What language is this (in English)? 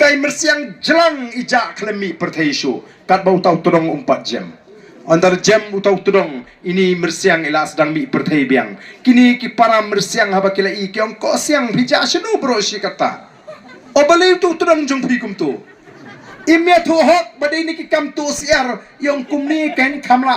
Khasi